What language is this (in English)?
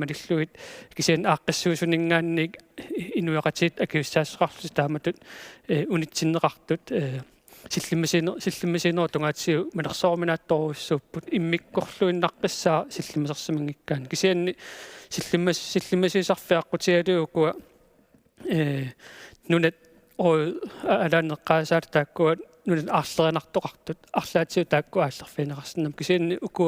Kalaallisut